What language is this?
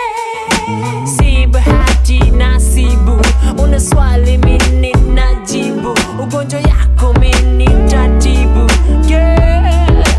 Swahili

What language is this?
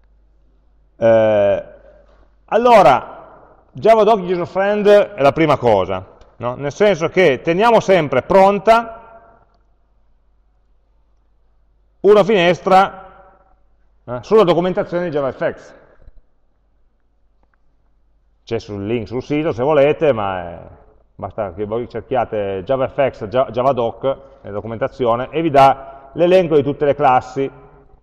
Italian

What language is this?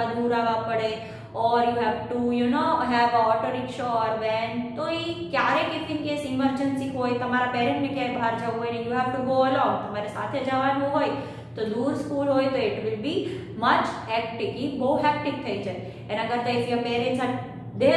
Gujarati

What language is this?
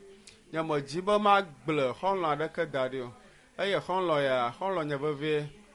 Ewe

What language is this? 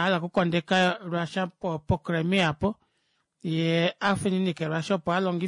Kuanyama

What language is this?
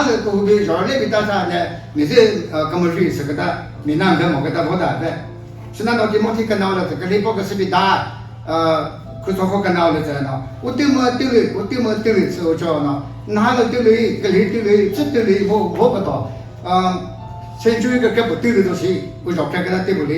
Chokri Naga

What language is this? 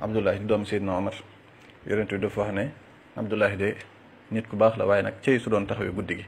Wolof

